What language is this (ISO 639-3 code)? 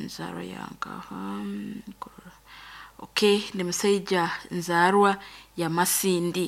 nyn